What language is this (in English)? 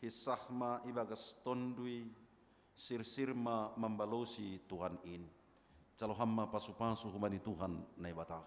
Batak Simalungun